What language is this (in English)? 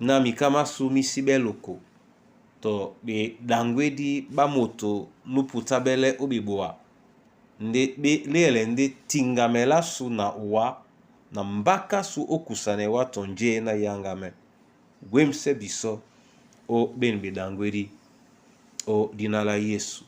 Duala